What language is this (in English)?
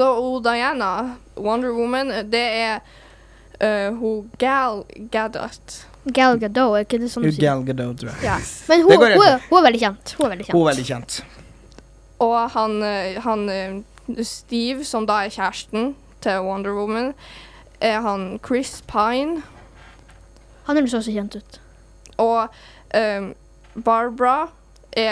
Norwegian